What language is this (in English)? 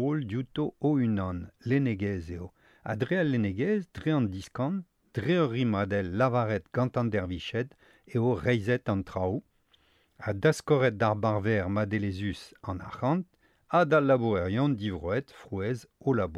Breton